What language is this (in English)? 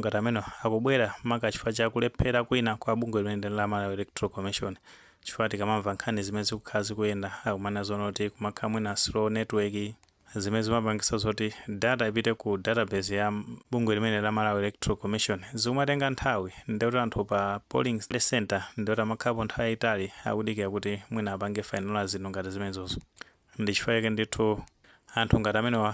Nyanja